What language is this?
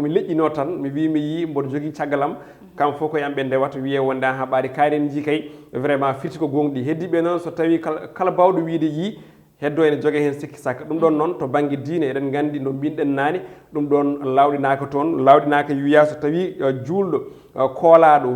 Fula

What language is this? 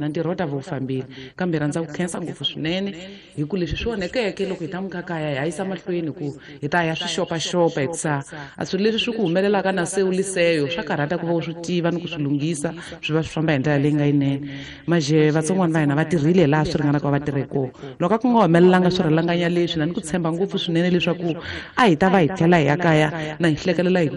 Tsonga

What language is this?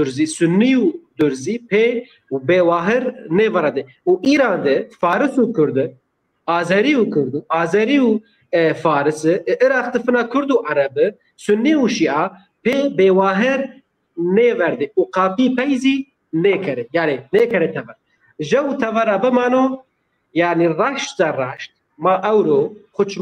Zaza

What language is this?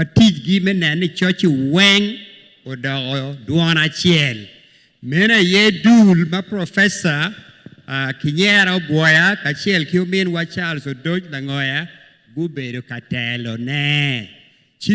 Acoli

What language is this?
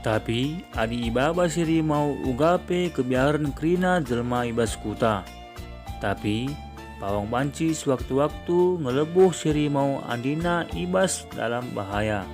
Batak Karo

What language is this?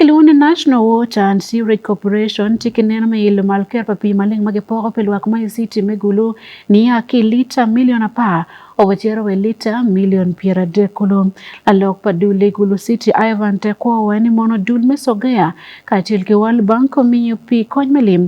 Acoli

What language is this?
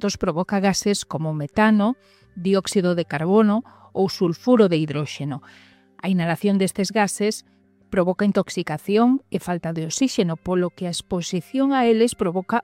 Galician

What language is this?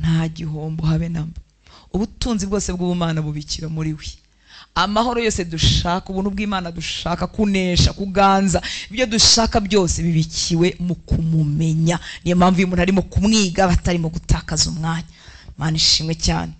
Kinyarwanda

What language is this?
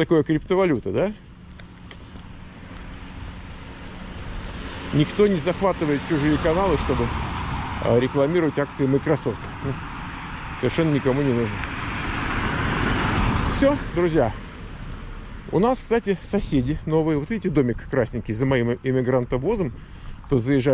Russian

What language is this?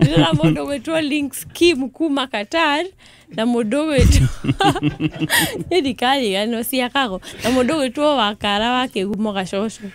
Kikuyu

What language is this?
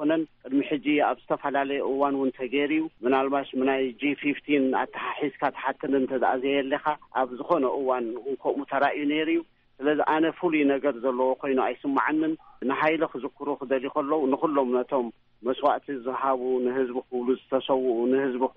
Tigrinya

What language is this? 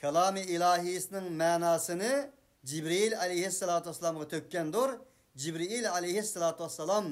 Uyghur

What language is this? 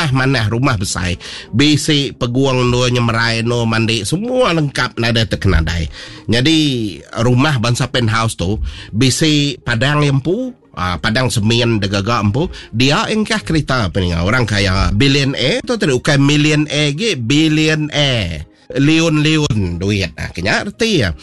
Iban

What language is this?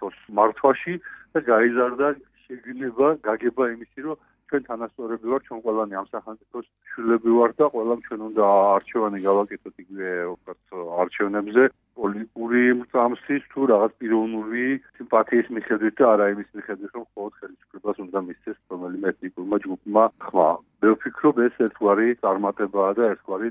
Georgian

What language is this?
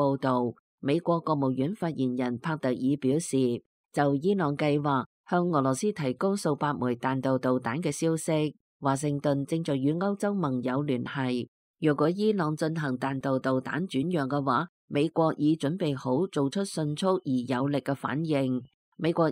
Cantonese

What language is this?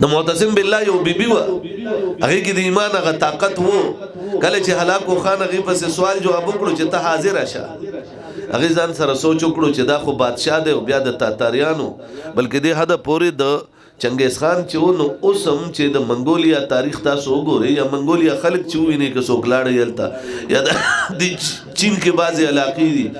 Pashto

